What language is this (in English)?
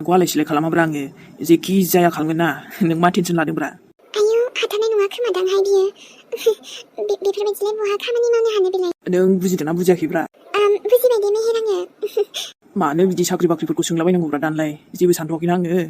Bodo